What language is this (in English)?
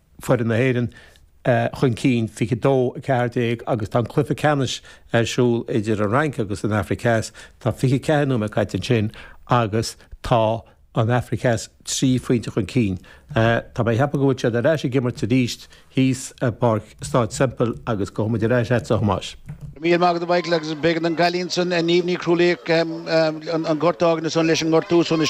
Irish